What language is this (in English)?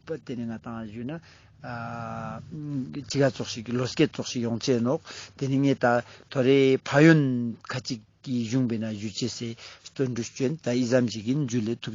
Ladakhi